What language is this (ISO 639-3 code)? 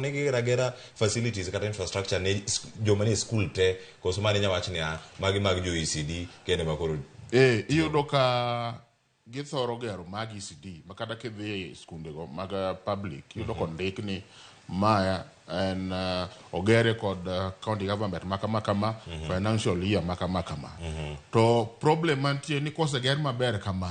luo